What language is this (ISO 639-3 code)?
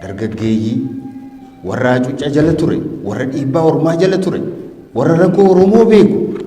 orm